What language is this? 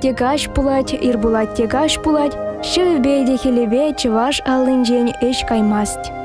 Chuvash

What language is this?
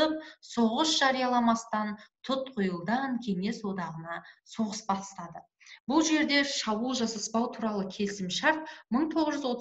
Kazakh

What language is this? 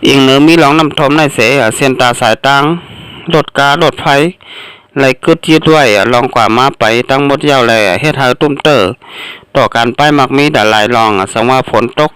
Shan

